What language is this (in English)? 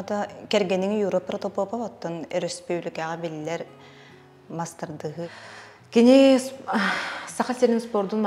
Yakut